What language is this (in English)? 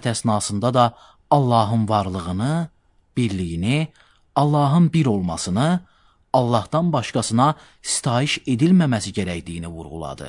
Azerbaijani